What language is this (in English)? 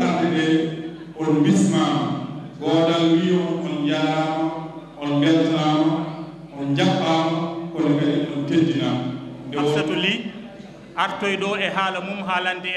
Fula